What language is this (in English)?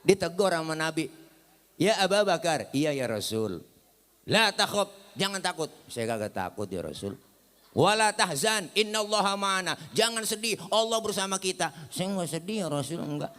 Betawi